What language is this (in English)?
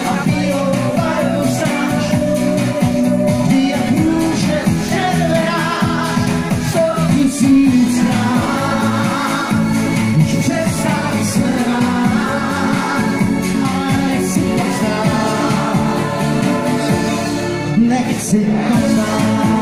Czech